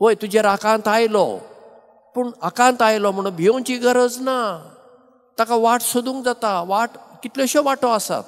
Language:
Konkani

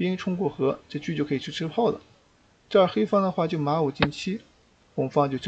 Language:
Chinese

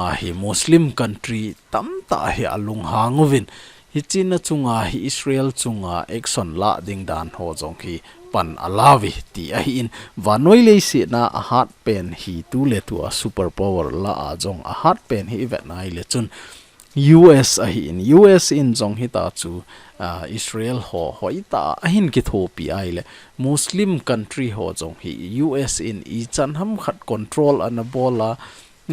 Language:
Thado Chin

